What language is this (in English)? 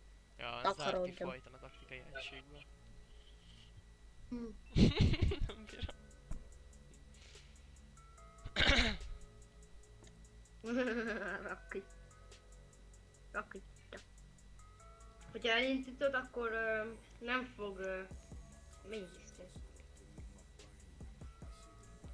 Hungarian